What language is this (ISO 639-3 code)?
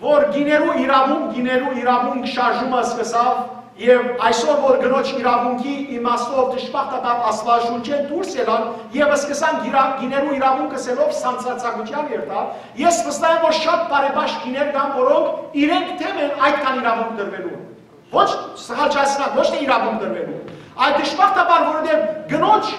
hyw